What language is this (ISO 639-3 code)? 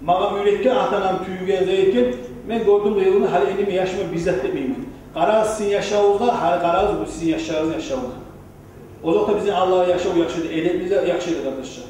kum